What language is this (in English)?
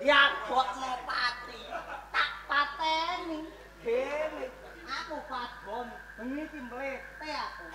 Javanese